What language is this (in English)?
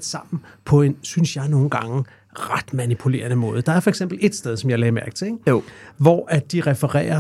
Danish